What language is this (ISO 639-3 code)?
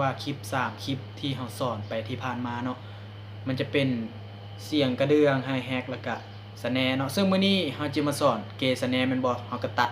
lao